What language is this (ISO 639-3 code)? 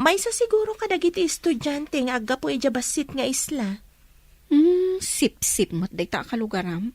ilo